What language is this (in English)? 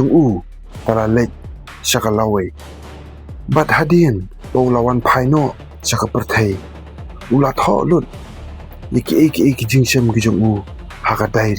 Khasi